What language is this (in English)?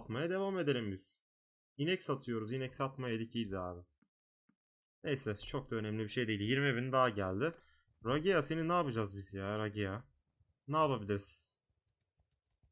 Turkish